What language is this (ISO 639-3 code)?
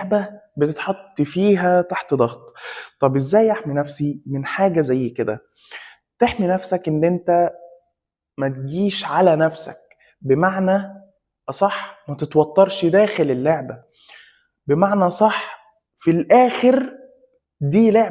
arz